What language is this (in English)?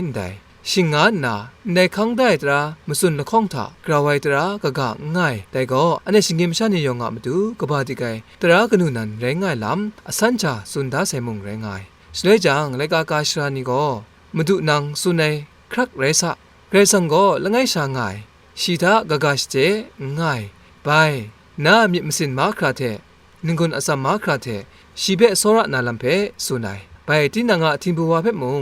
Kachin